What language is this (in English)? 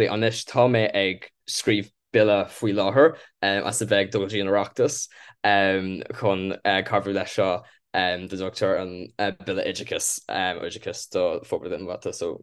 Irish